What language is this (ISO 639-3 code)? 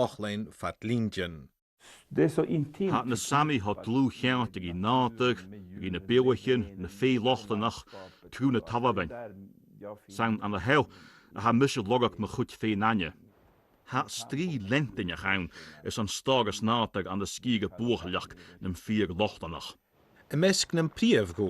gla